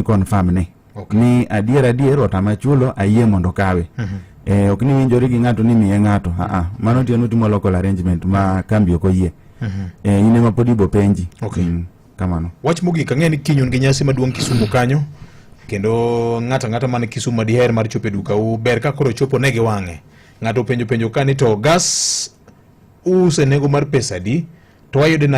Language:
Luo (Kenya and Tanzania)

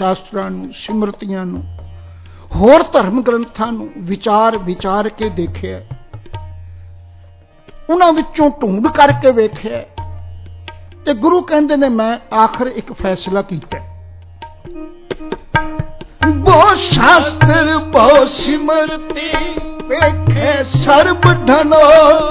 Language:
Punjabi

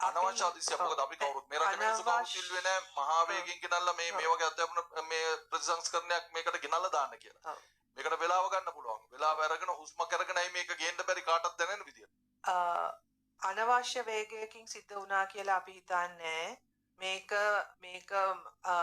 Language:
Sinhala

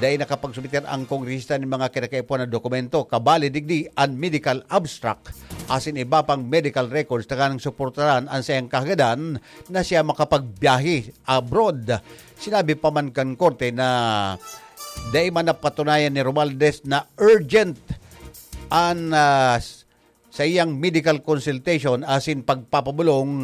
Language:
Bikol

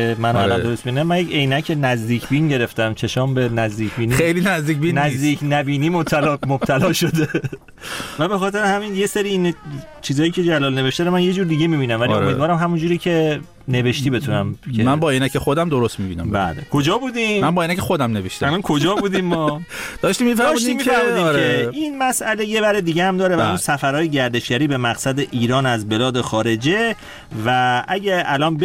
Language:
Persian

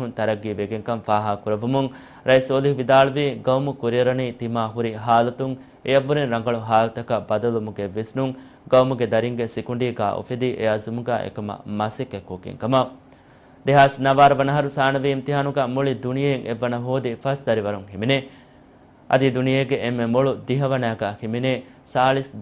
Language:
Divehi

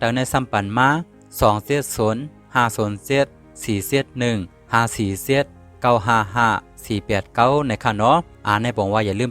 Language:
Shan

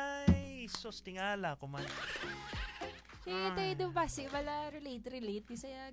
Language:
Filipino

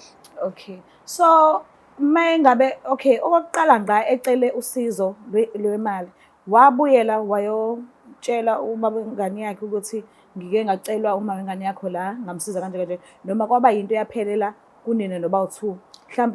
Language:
Zulu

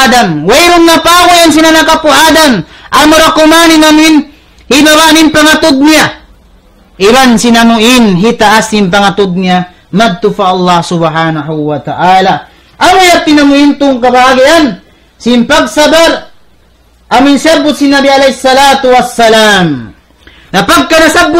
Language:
Tausug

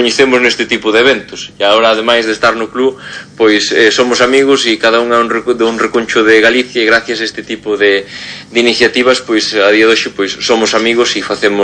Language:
Galician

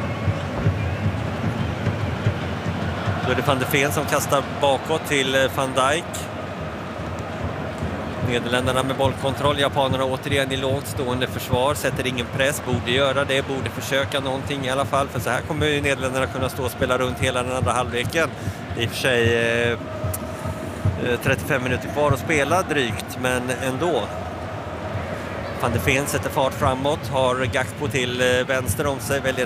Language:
Swedish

